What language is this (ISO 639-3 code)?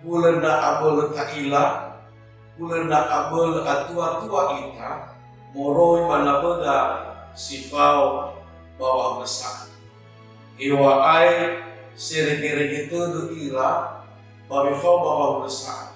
nia